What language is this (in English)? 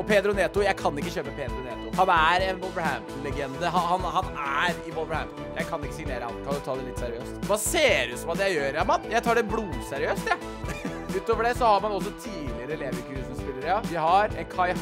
Norwegian